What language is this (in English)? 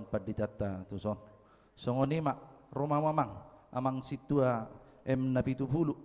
Batak Toba